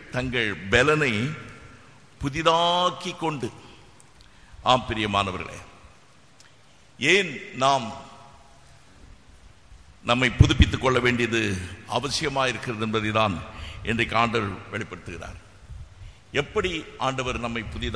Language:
Tamil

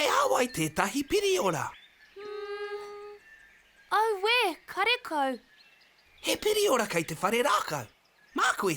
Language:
Māori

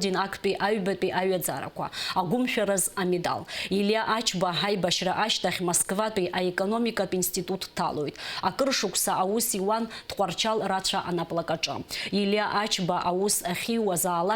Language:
Abkhazian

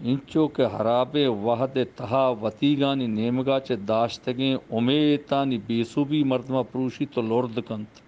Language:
Eastern Balochi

